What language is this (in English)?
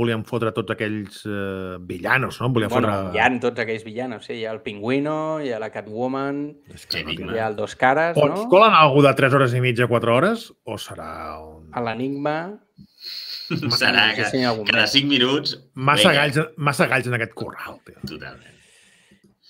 Catalan